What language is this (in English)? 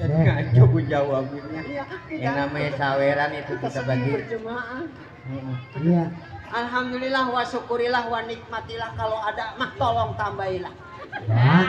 Betawi